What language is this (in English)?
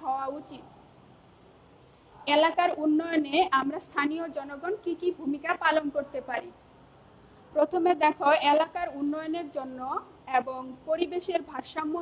Bangla